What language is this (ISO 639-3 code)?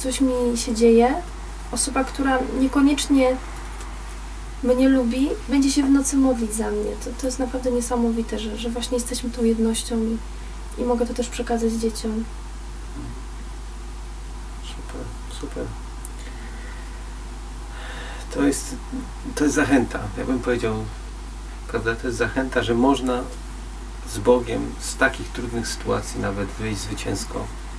pol